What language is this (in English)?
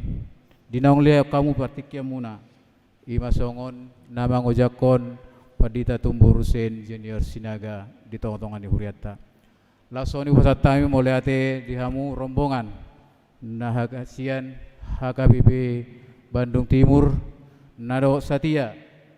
Batak Toba